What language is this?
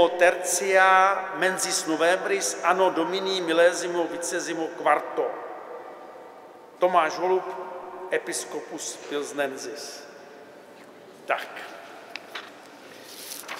Czech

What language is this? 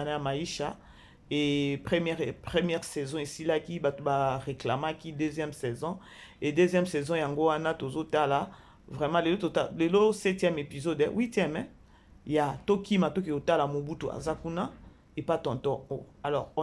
Lingala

